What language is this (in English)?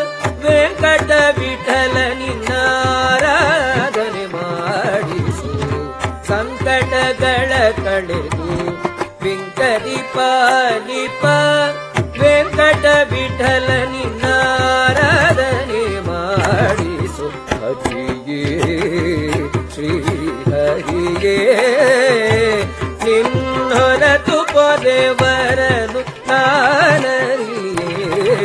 Kannada